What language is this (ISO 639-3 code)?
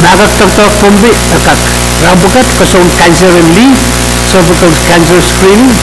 pon